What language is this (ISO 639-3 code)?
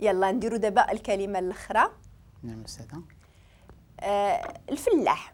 ary